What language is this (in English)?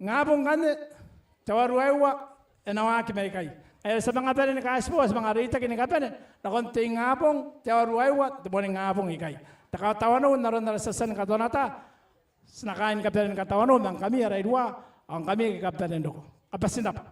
Gilbertese